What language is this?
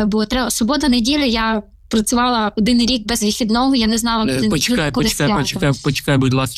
Ukrainian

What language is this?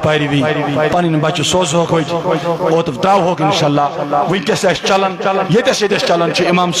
Kashmiri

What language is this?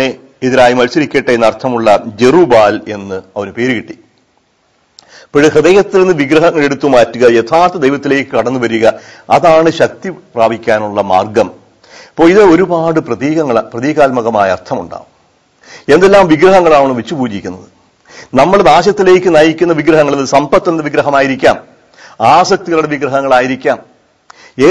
Malayalam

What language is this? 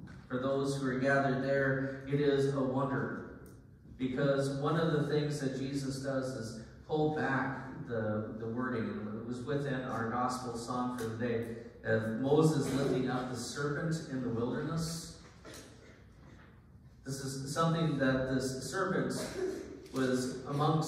English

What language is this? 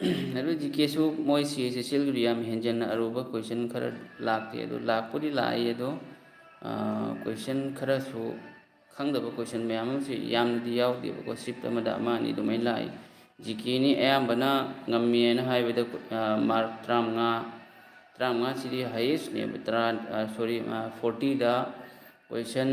Manipuri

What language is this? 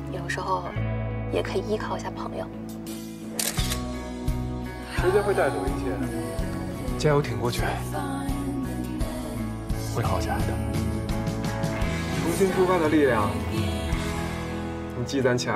Chinese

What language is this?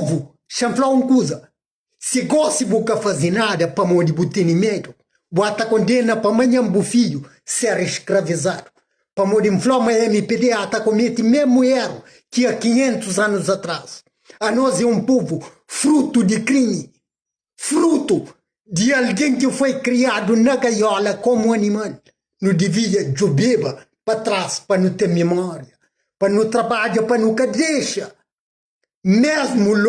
Kabuverdianu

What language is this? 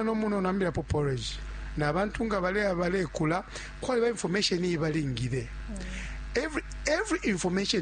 Bemba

